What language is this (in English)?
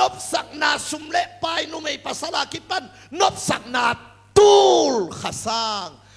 Tedim Chin